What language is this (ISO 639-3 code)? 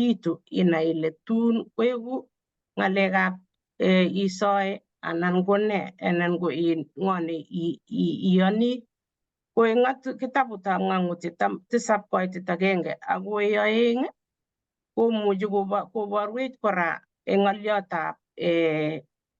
kln